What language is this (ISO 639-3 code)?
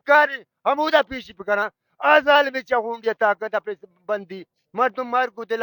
bal